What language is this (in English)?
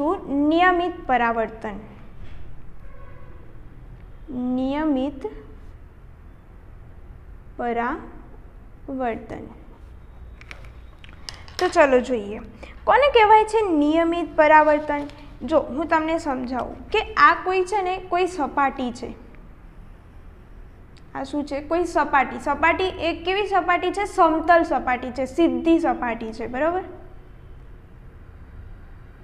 Gujarati